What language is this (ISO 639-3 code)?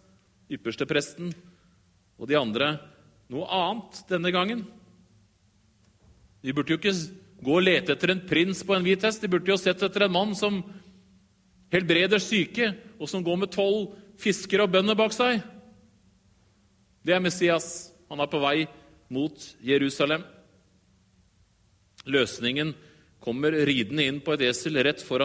nor